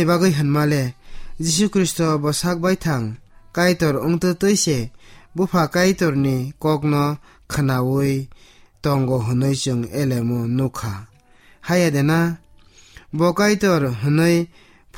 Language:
Kok Borok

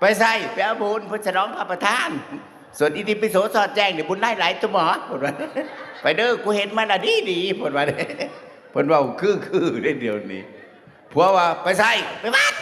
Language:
Northeastern Thai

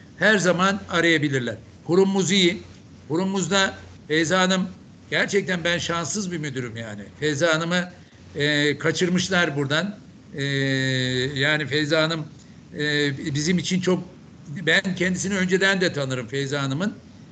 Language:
Turkish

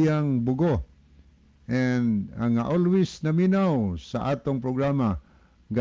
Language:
Cebuano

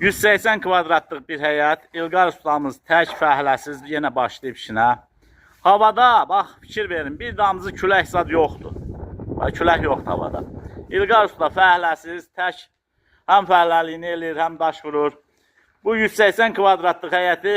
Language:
Azerbaijani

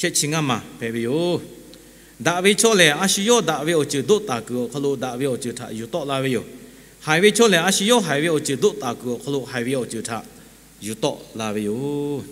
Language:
Lahu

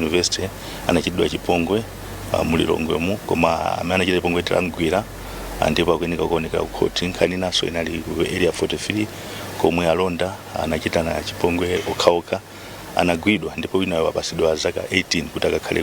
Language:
Nyanja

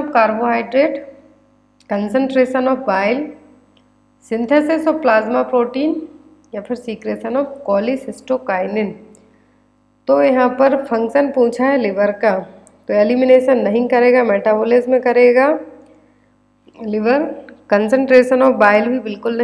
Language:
Hindi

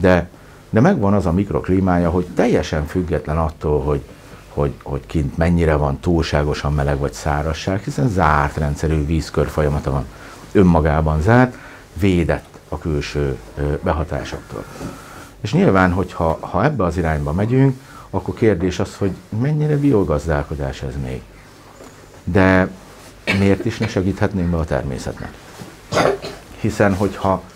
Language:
Hungarian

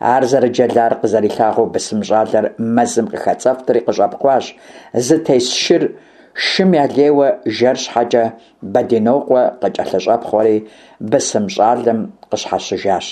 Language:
Kabardian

